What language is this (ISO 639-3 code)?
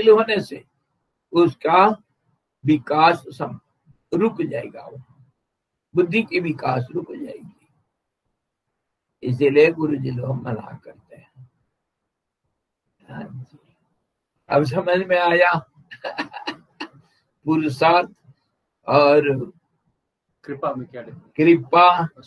hin